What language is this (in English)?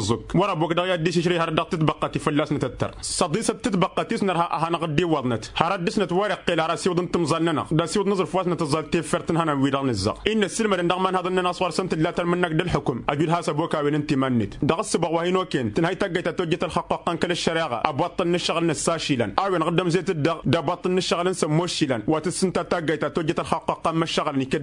Tamasheq